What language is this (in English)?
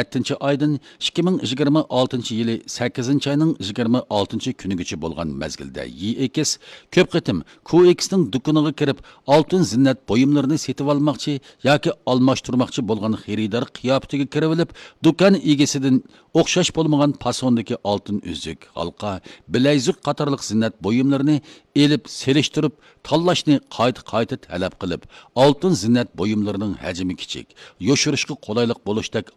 Uyghur